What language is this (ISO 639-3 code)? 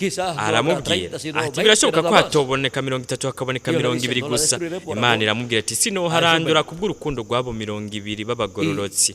run